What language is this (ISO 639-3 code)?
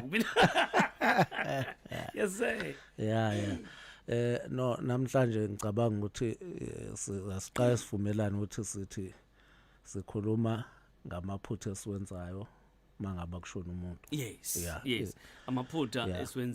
zul